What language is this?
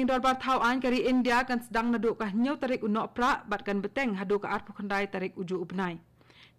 Khasi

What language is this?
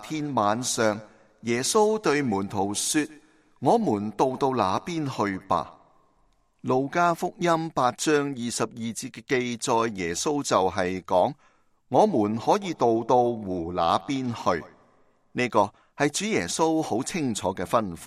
Cantonese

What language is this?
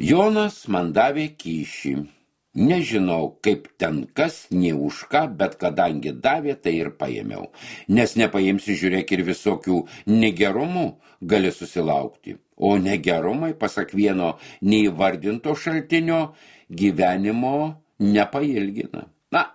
Lithuanian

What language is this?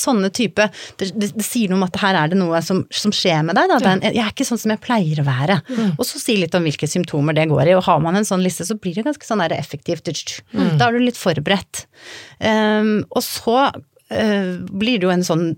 Norwegian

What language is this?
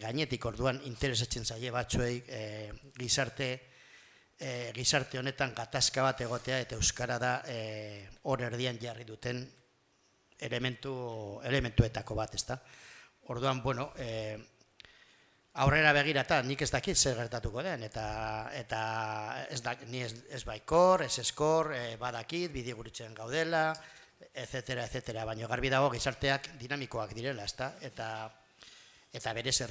Basque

